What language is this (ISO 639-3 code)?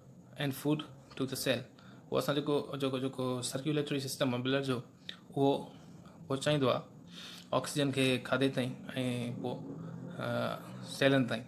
snd